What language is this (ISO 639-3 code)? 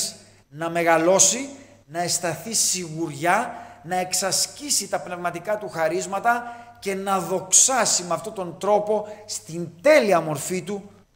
ell